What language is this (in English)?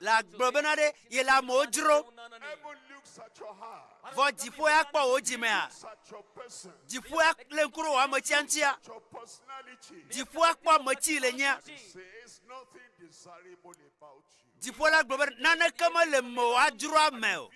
Ewe